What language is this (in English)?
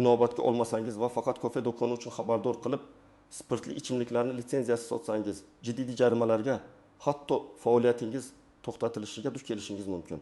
Uzbek